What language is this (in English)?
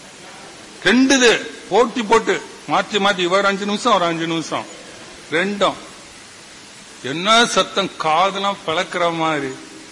Tamil